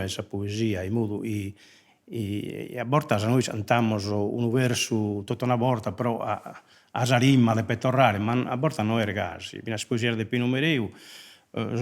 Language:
Sardinian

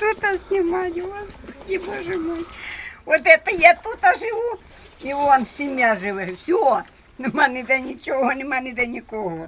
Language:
Crimean Tatar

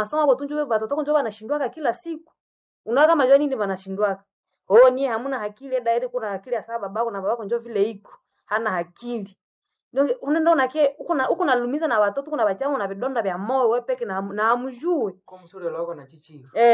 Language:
Swahili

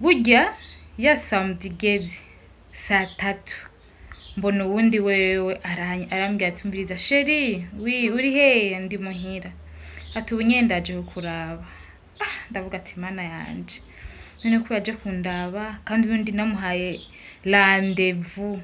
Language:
Rundi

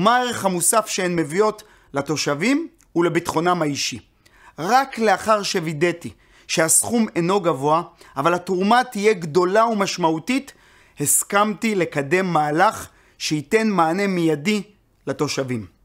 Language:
Hebrew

